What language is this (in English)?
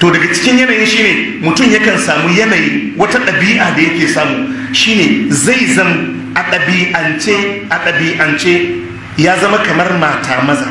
Hausa